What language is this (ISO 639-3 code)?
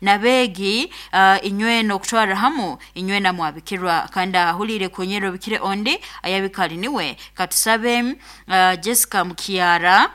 nyo